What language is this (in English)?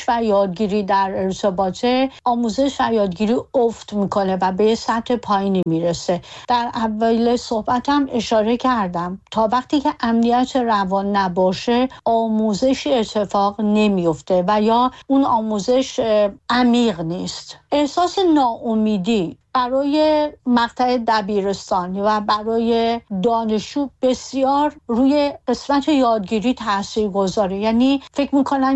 Persian